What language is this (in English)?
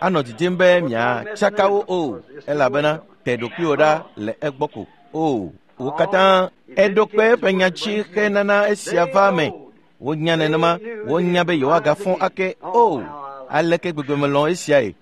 Ewe